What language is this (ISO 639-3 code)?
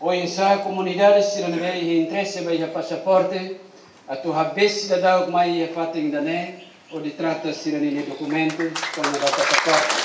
tet